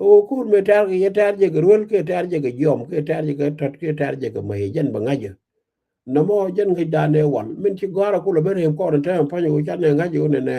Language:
Nuer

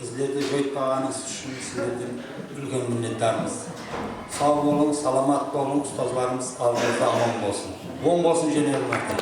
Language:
Kara-Kalpak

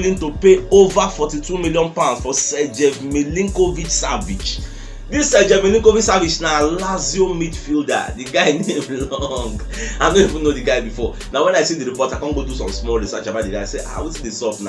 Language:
Nigerian Pidgin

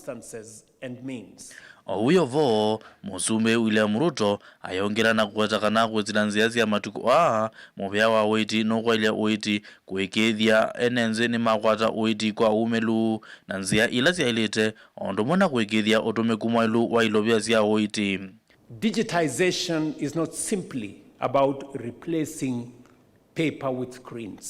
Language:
Kamba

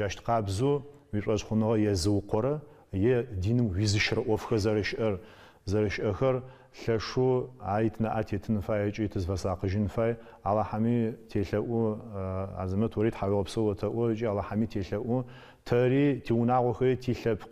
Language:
Adyghe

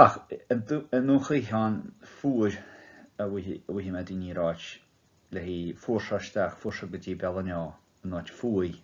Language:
Irish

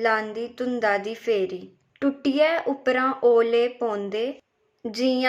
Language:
Dogri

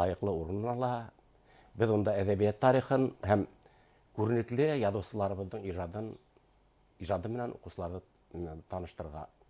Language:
Bashkir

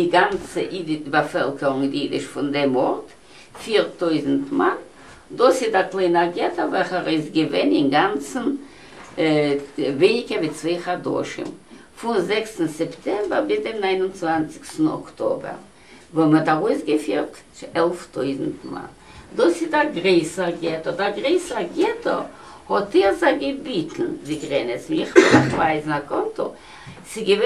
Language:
Yiddish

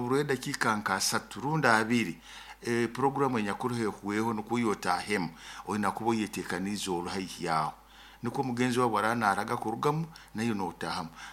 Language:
Nyoro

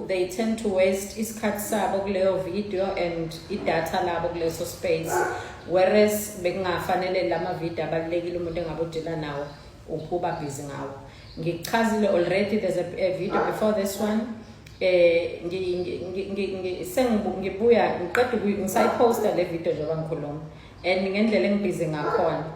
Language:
Zulu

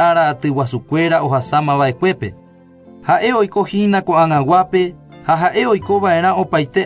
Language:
Guarani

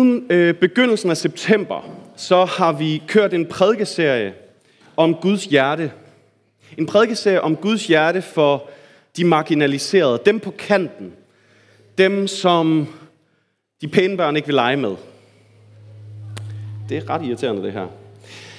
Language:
Danish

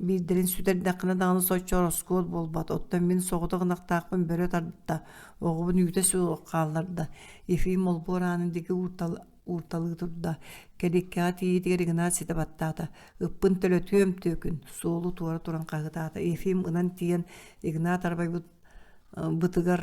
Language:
Yakut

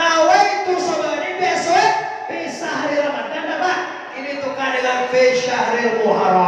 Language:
Minangkabau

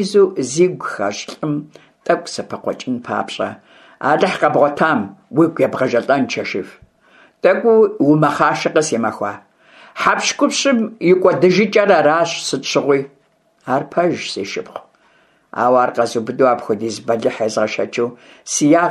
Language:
Kabardian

